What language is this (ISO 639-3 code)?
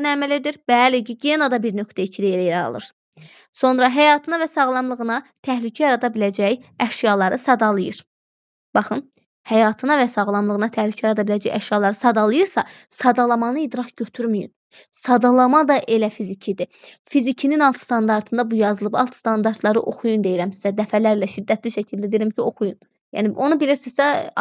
aze